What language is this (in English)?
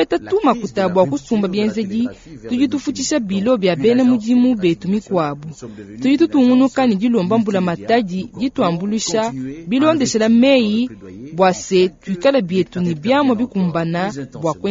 Luba-Lulua